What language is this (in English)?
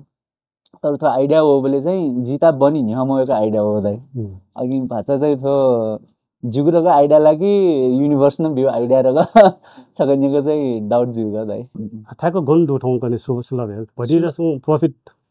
Newari